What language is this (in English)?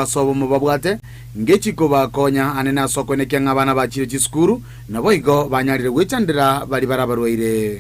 Gusii